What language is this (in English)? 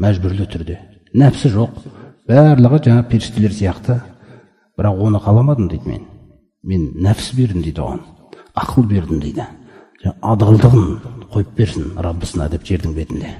Kazakh